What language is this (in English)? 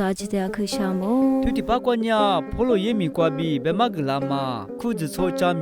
Lisu